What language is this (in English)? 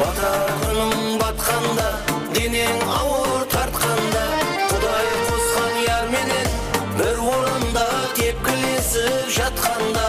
Kara-Kalpak